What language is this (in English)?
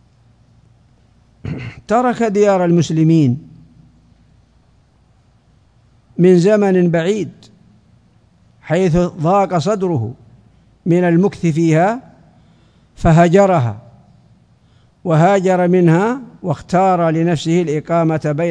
Arabic